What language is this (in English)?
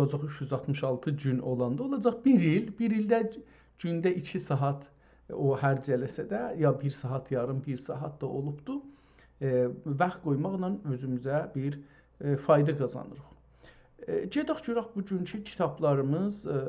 South Azerbaijani